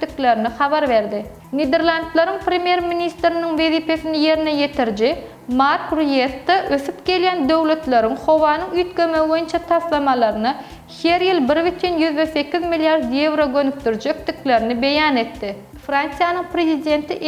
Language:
Turkmen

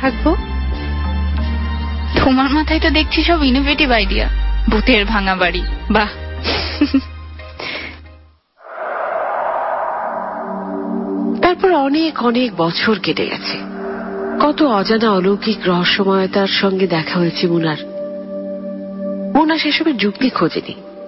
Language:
Bangla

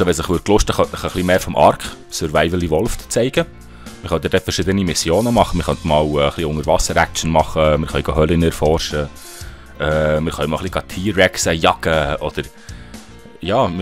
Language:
Swiss German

